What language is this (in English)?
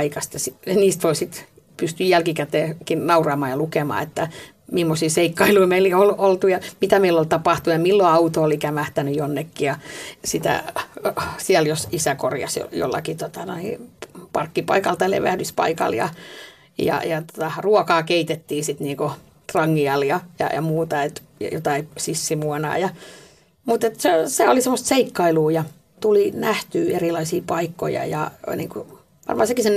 Finnish